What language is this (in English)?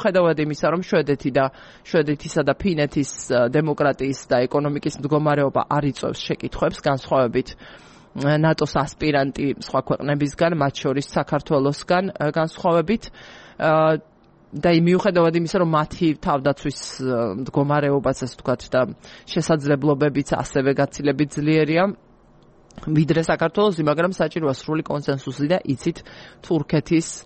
Georgian